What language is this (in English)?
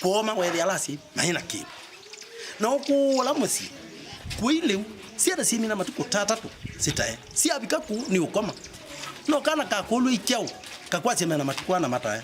Kamba